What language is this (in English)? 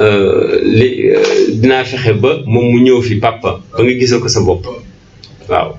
Wolof